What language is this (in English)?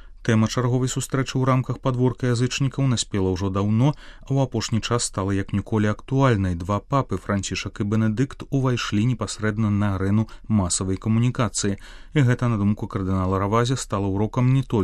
Belarusian